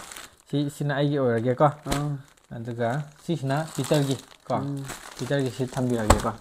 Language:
Manipuri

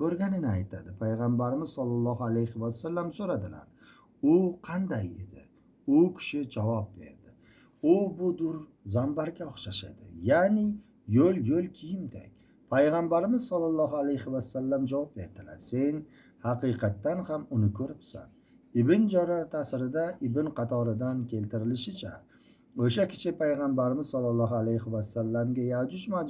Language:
Uzbek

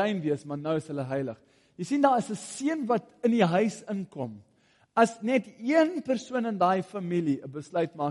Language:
Afrikaans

